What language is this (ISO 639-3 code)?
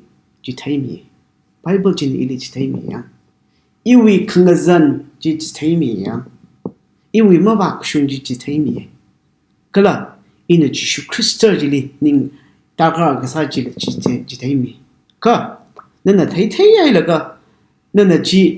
nmf